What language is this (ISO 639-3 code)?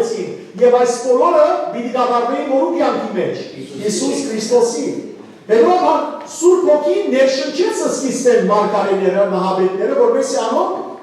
hyw